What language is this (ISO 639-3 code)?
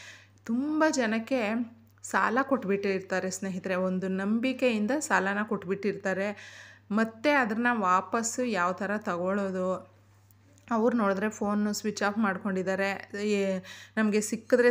kan